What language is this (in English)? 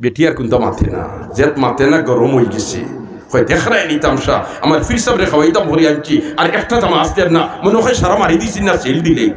Sylheti